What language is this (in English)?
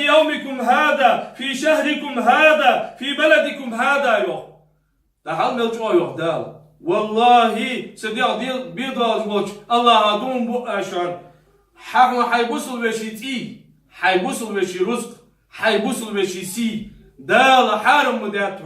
Chechen